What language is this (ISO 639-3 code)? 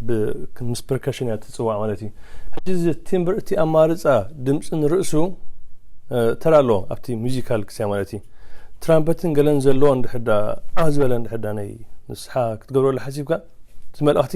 tir